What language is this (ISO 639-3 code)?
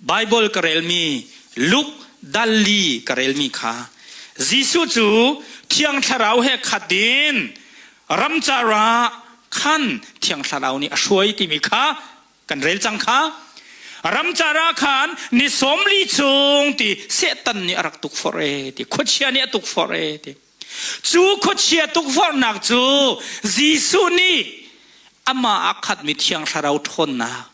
cnh